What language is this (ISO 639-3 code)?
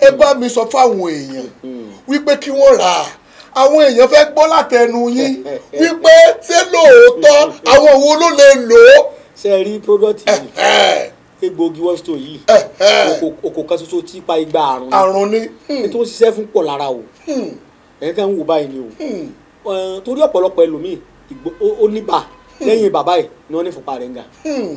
yor